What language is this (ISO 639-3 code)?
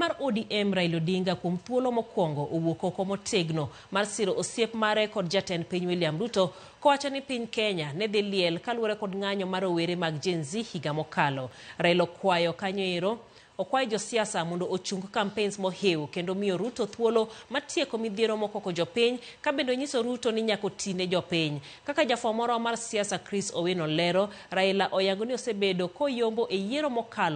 luo